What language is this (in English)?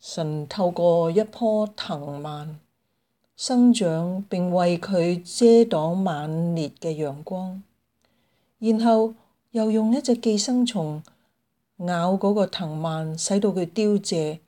Cantonese